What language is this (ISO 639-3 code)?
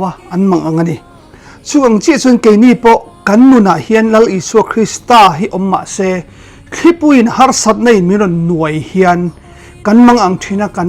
lus